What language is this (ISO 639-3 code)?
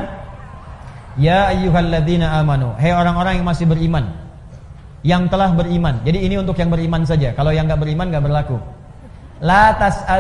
ind